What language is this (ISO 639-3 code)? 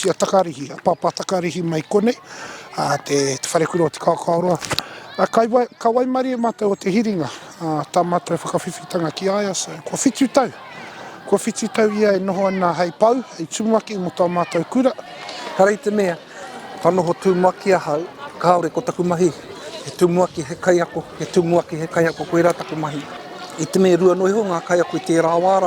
mri